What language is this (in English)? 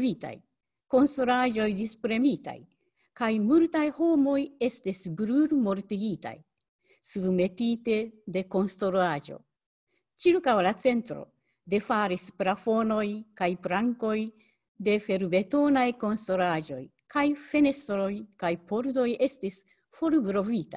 Esperanto